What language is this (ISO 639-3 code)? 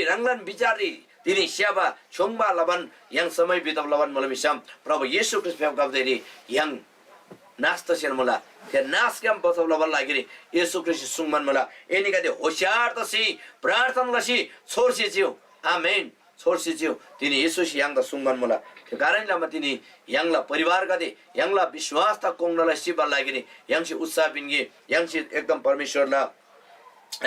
taj